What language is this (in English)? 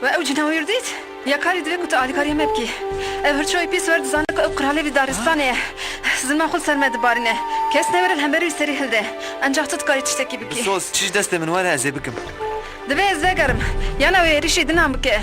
Kurdish